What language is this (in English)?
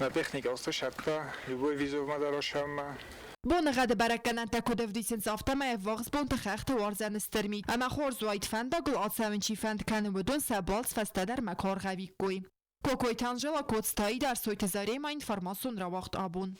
Ossetic